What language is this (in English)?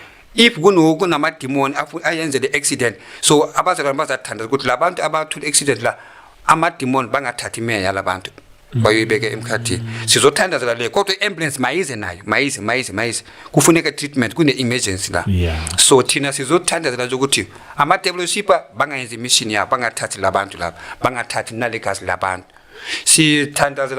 Zulu